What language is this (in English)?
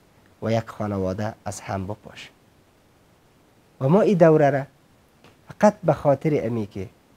Persian